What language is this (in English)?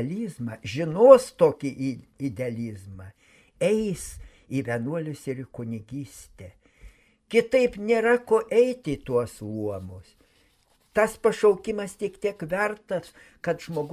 Lithuanian